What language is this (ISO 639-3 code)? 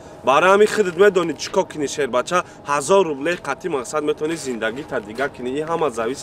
tgk